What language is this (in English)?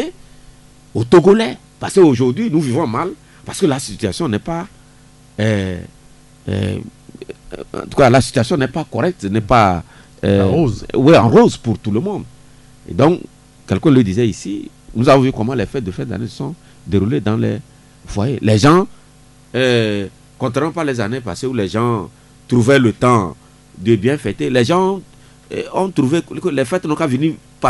French